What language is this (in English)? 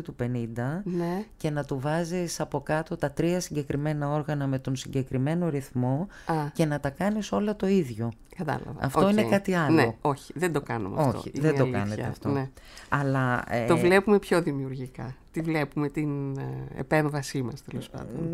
Greek